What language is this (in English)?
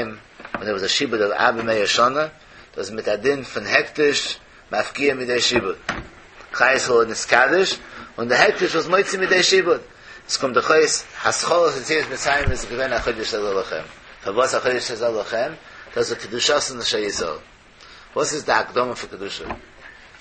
Yiddish